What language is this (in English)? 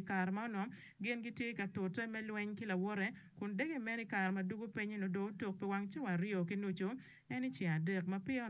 Acoli